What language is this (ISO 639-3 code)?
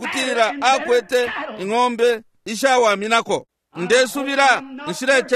bem